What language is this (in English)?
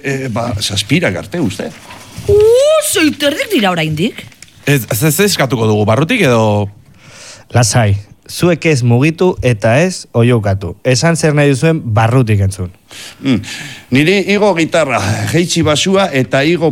Basque